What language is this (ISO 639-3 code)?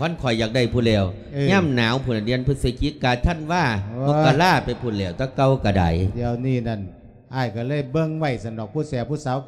lao